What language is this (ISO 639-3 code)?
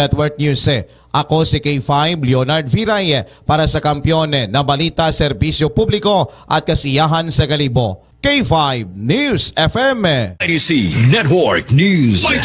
hil